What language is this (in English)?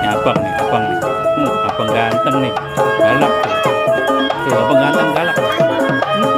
Betawi